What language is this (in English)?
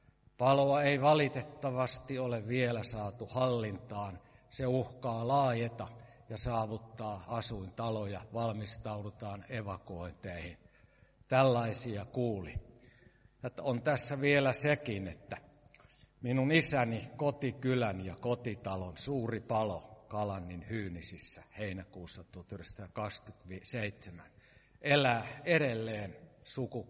Finnish